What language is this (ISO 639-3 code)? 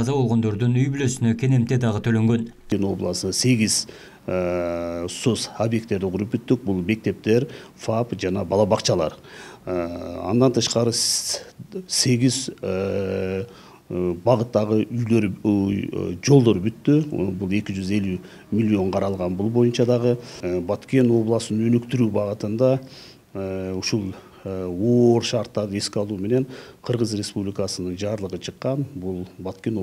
kir